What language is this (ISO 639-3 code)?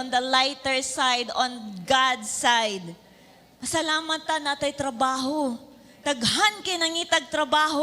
ceb